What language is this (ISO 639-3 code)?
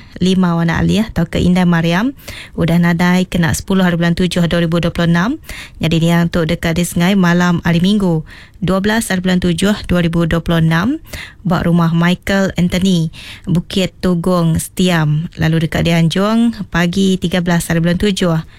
iba